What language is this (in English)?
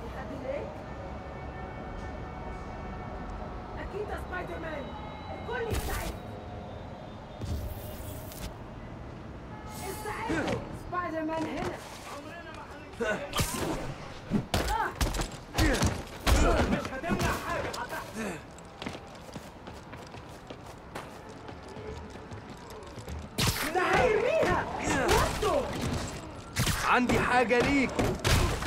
Egyptian Arabic